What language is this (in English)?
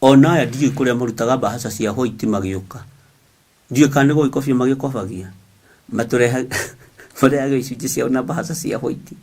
Kikuyu